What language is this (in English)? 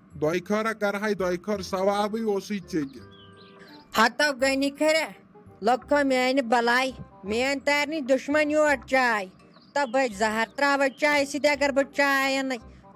Kashmiri